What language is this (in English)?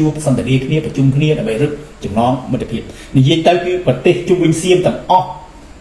Khmer